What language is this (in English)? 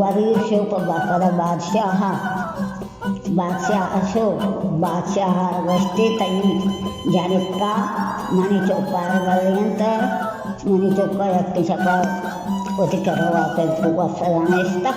Baluchi